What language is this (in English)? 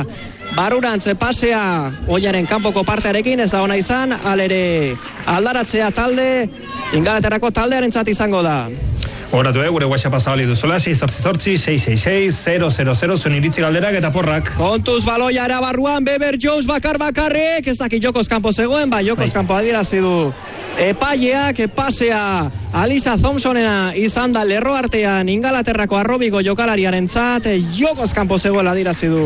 Basque